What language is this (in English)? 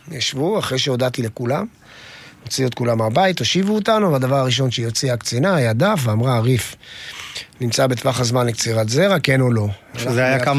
Hebrew